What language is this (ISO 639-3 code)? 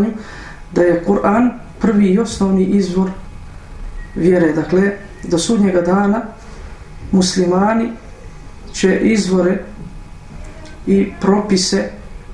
bos